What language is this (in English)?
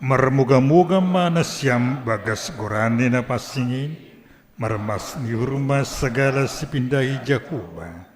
Batak Simalungun